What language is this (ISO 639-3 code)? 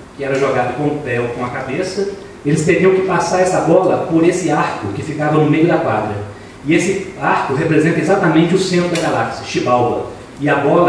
por